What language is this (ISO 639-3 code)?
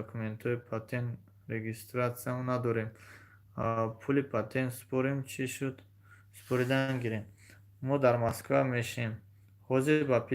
tgk